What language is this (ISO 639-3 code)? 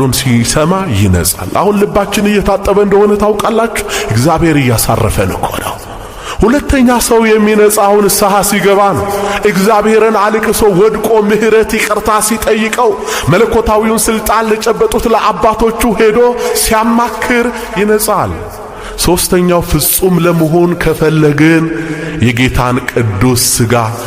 amh